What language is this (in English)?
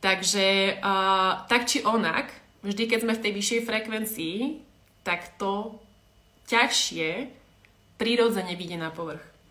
Slovak